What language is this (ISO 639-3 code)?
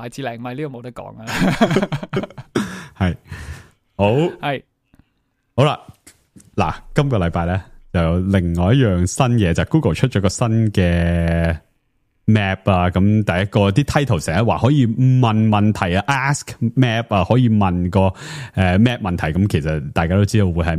yue